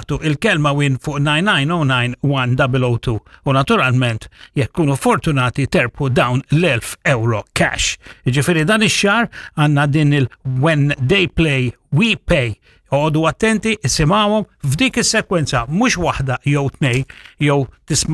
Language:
Maltese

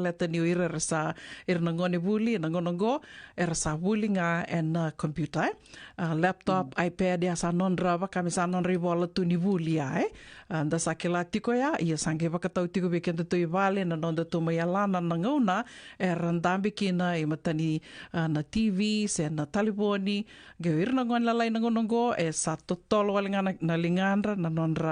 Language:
Fijian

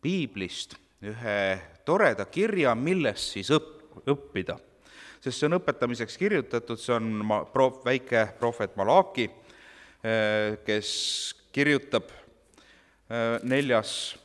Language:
Estonian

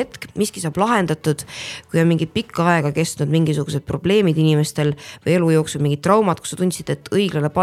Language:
Estonian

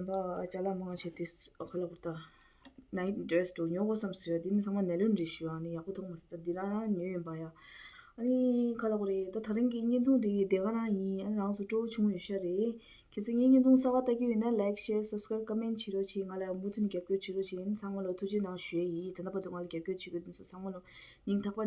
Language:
Tibetan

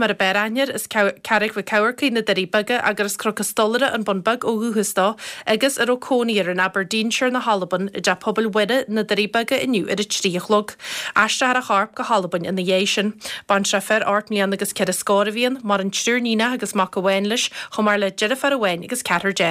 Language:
Irish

